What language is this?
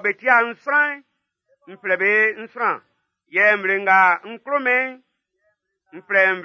Baoulé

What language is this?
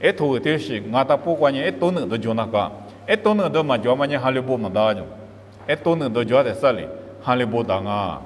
Lisu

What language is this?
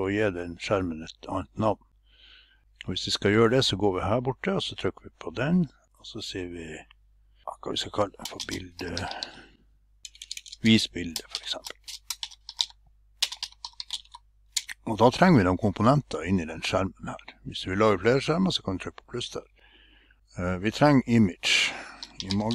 Norwegian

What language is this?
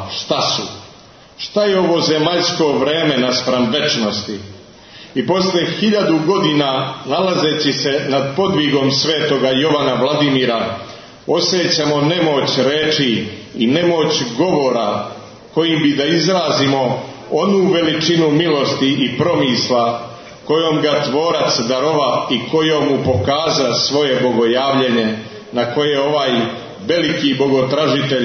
Serbian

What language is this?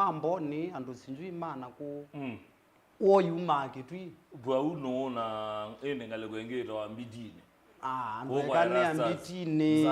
Kamba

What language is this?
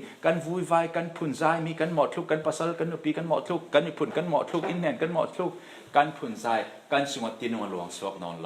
Falam Chin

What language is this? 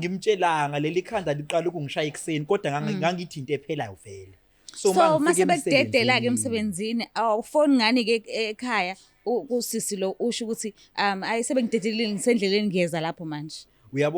Zulu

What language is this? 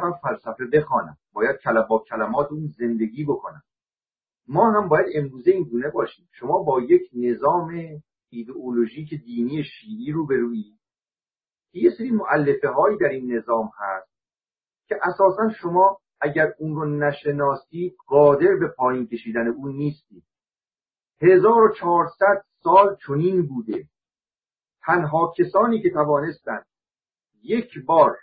Persian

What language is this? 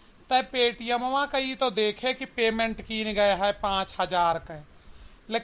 Awadhi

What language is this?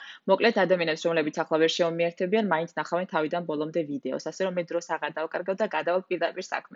Georgian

